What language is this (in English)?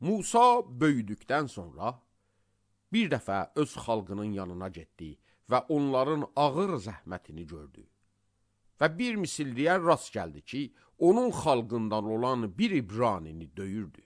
Azerbaijani